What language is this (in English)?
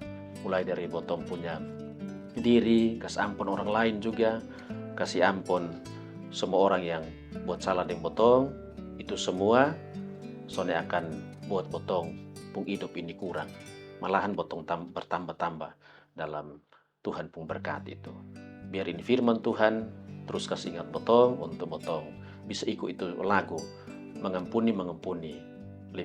Kupang Malay